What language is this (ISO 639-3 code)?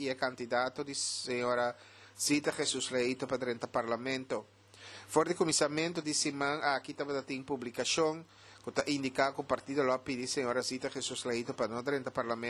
pap